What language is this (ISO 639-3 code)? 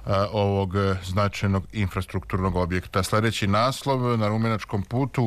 srp